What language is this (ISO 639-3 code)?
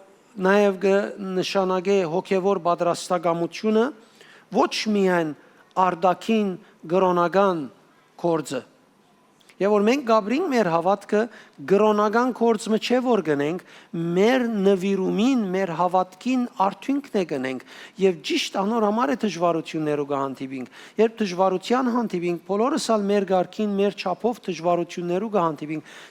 hyw